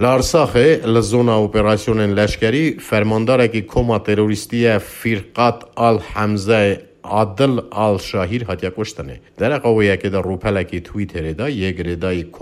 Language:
Kurdish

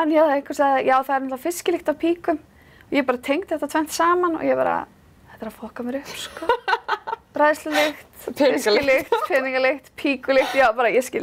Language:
Icelandic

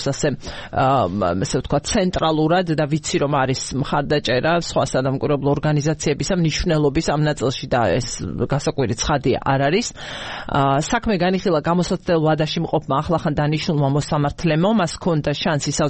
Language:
Georgian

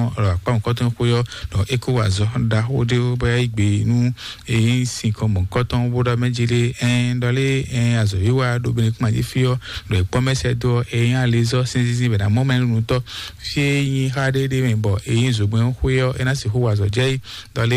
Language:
Fon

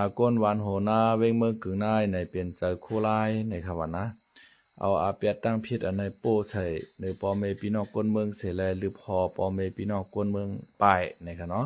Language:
Shan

